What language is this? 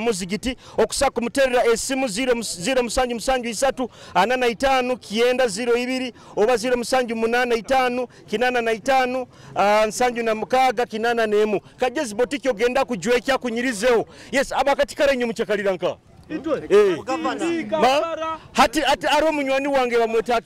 Nyoro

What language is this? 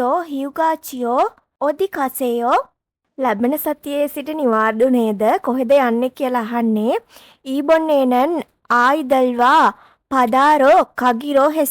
Sinhala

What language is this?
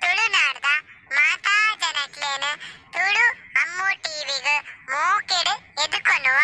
Tulu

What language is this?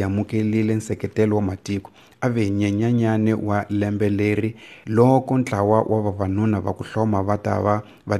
Tsonga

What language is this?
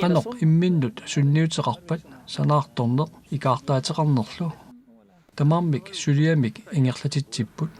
Kalaallisut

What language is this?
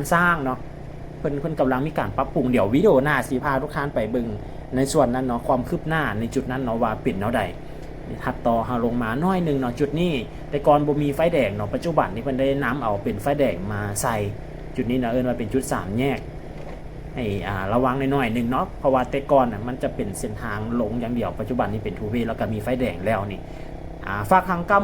Lao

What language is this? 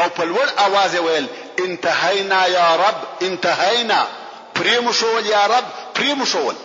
Pashto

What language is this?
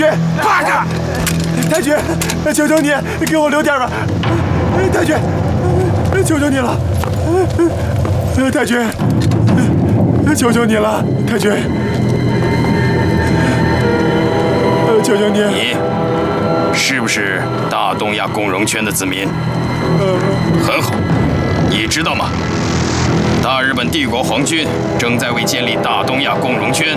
Chinese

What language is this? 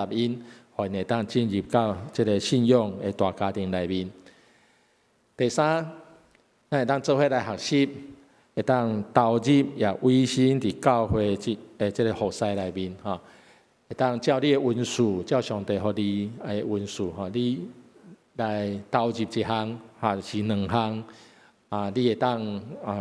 Min Nan Chinese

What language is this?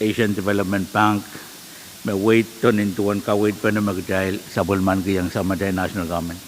Pohnpeian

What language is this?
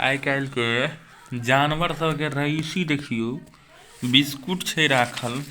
Maithili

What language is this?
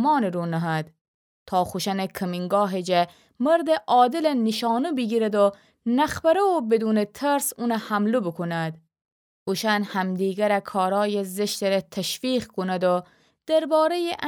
Gilaki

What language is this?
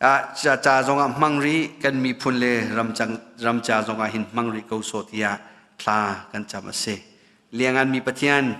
Hakha Chin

